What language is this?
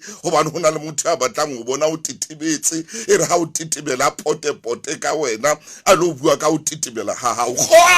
Southern Sotho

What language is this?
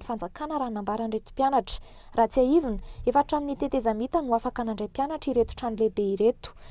Malagasy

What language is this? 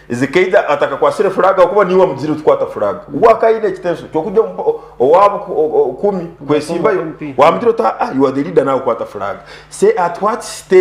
Nyankole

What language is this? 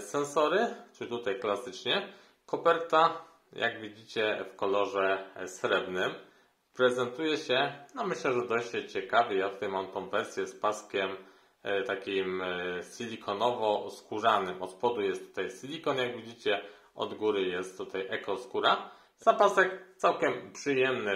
Polish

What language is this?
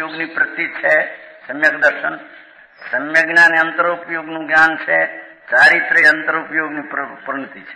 Gujarati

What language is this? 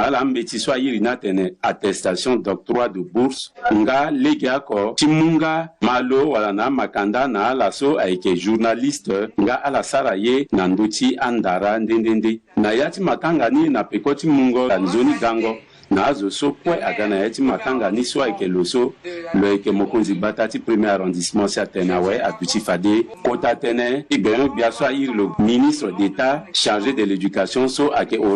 Sango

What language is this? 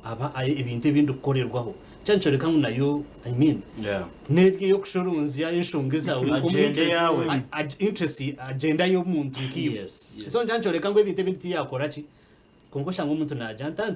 Nyankole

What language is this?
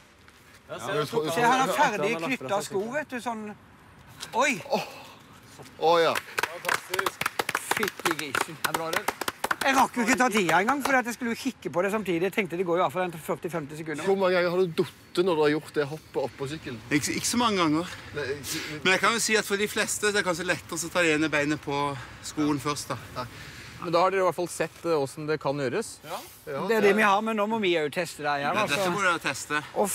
Norwegian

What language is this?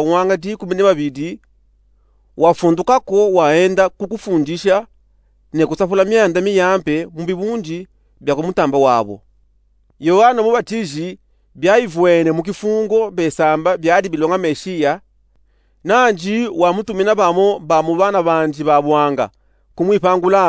Luba-Katanga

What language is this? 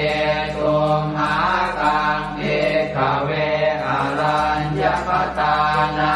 Pali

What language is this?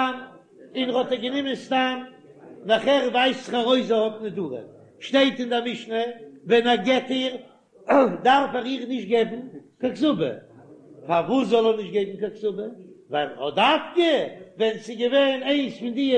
Yiddish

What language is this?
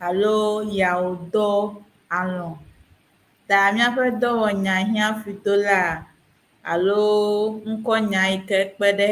Ewe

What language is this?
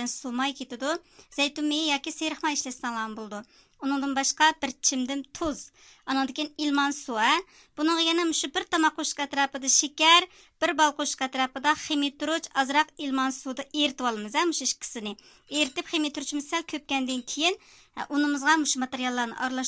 Uyghur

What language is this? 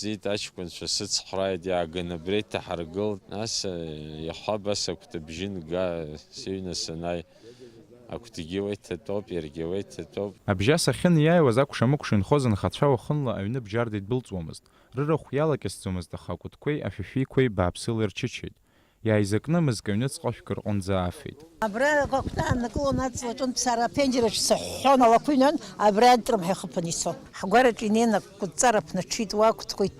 Abkhazian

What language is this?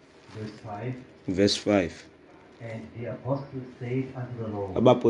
Xhosa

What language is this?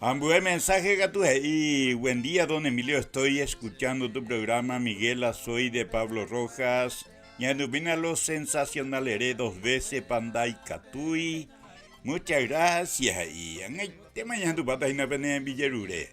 Guarani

